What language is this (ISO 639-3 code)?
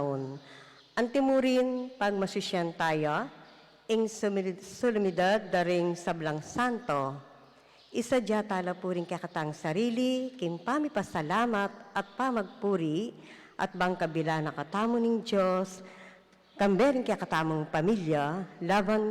pam